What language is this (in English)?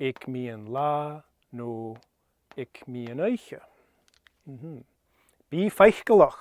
Scottish Gaelic